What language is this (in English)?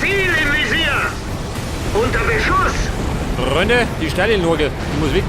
Bavarian